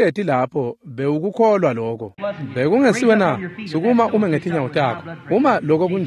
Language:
Swati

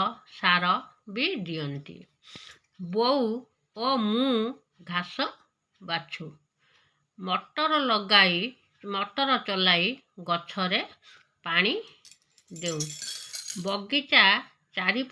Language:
Odia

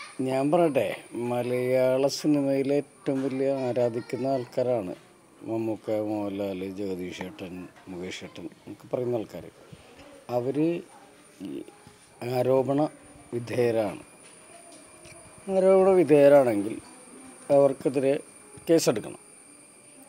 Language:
Malayalam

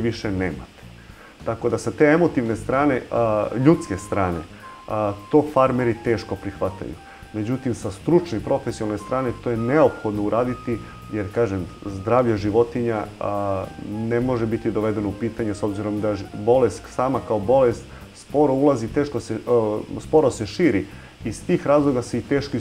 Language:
Serbian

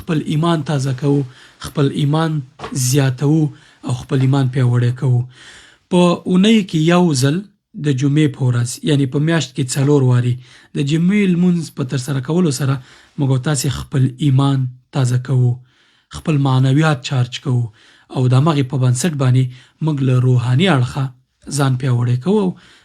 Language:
Pashto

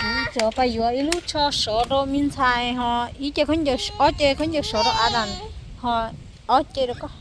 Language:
Hmong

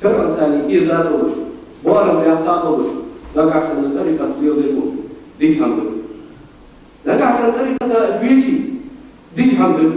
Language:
Ingush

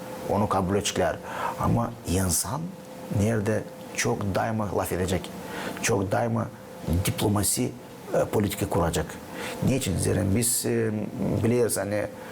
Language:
Gagauz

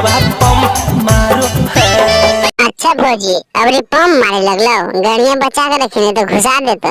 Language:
Magahi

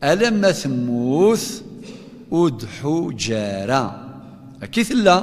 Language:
Kabyle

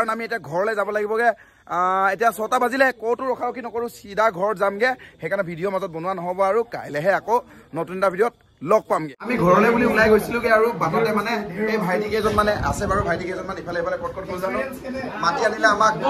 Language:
Assamese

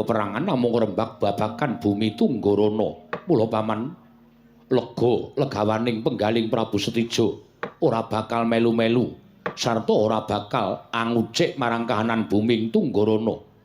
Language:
Javanese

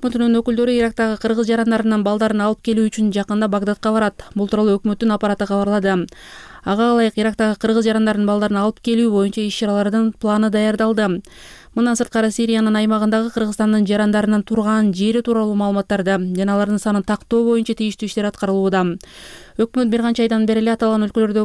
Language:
Kyrgyz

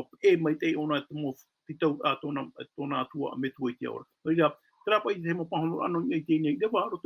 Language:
Tahitian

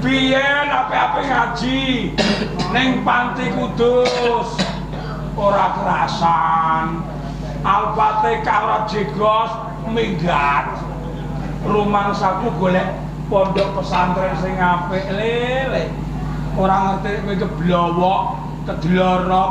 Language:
Javanese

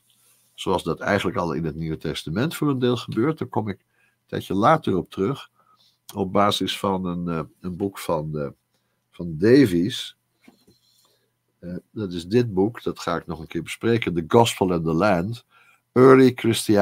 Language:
Dutch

